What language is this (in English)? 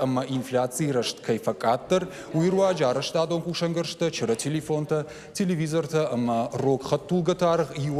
Ossetic